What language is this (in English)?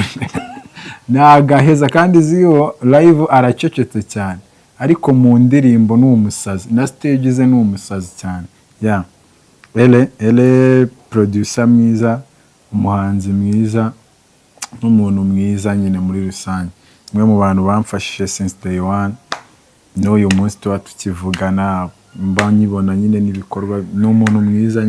Kinyarwanda